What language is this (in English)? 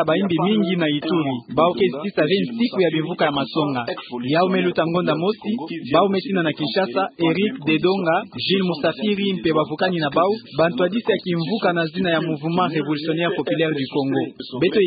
Kituba (Democratic Republic of Congo)